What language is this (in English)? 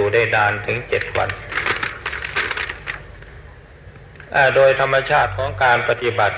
Thai